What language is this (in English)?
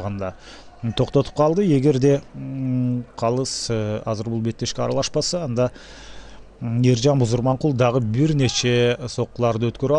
Kyrgyz